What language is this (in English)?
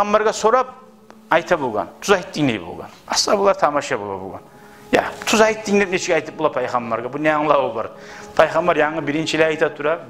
Kumyk